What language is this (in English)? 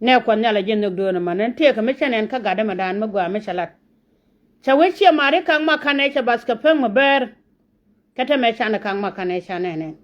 Nuer